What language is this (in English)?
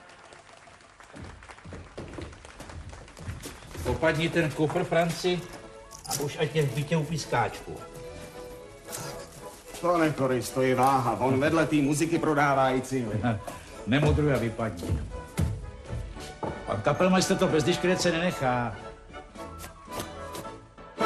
Czech